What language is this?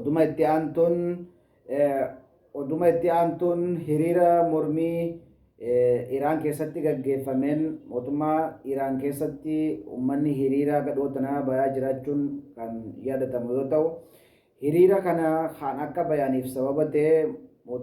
Oromo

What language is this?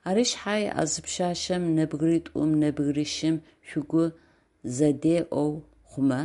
Adyghe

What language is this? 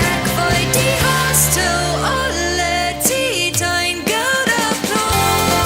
Plautdietsch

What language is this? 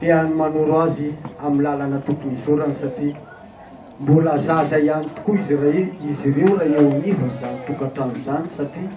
Malagasy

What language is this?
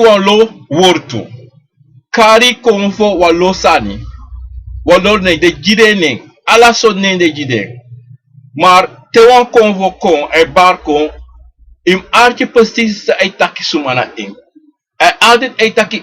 Sranan Tongo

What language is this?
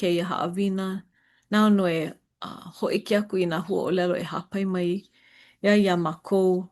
Hawaiian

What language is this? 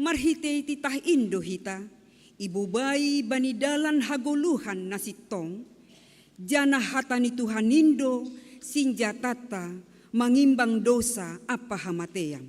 Batak Simalungun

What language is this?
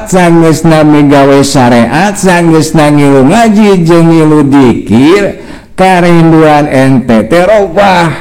Sundanese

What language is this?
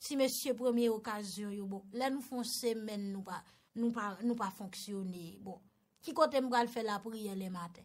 Haitian Creole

